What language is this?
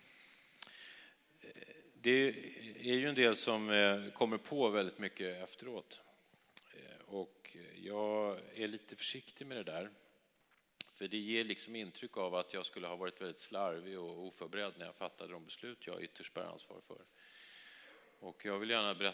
Swedish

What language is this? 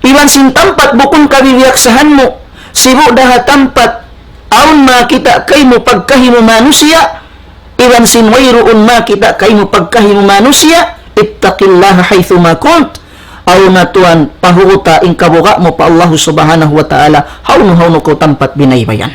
Tausug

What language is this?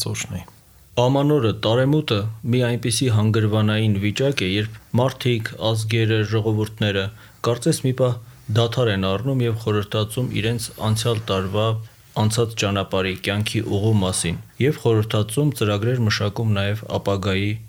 Armenian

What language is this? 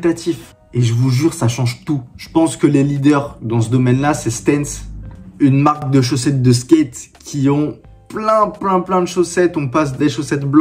French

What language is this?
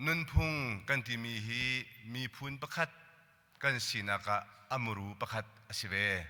Hakha Chin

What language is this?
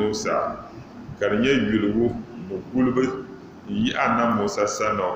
Dagbani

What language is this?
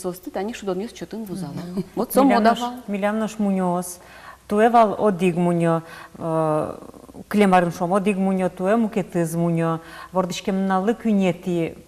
Udmurt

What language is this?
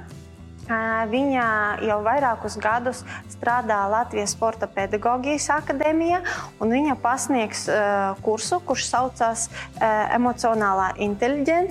Latvian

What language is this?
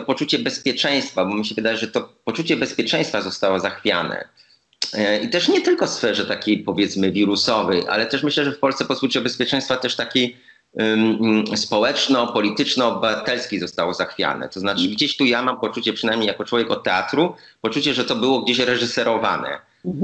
Polish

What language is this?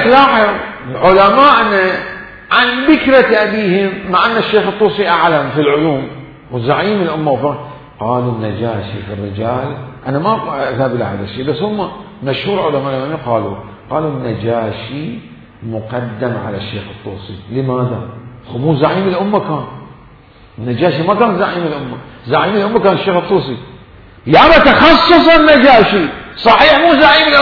Mesopotamian Arabic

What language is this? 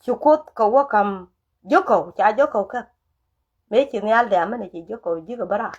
Nuer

